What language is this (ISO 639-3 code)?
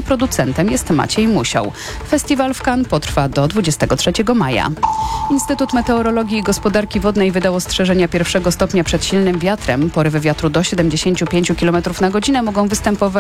pol